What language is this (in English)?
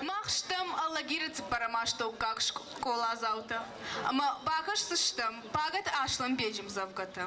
Ossetic